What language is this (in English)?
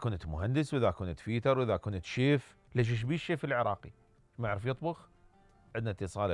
Mesopotamian Arabic